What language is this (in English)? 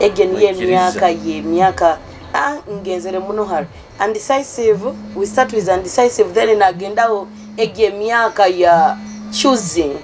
Nyoro